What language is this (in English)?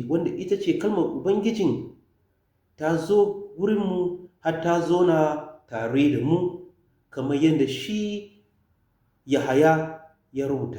Hausa